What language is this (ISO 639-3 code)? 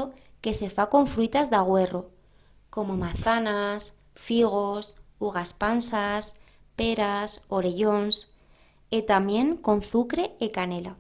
arg